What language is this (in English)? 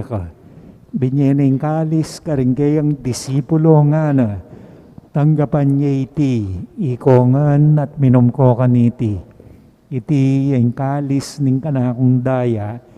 Pampanga